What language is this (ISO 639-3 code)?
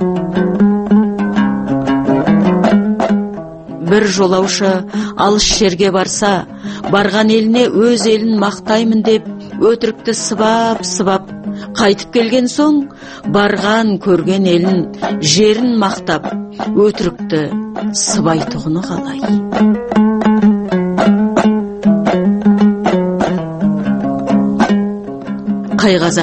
kaz